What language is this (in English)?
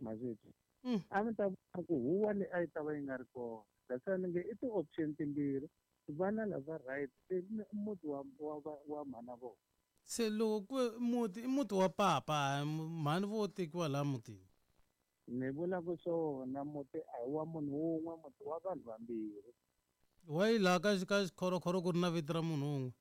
Tsonga